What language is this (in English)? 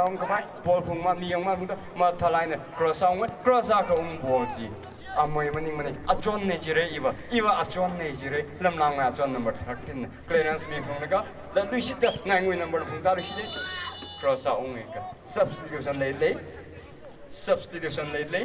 Tangkhul Naga (India)